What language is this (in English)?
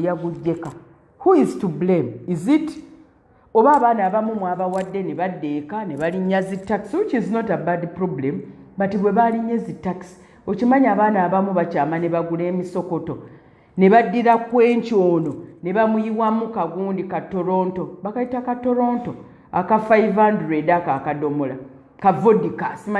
Ganda